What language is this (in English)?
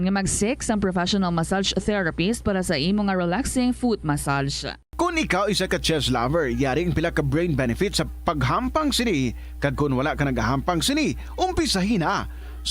Hiligaynon